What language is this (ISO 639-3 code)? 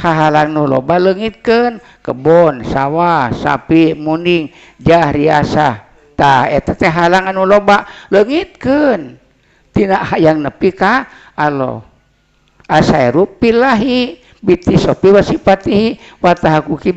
sun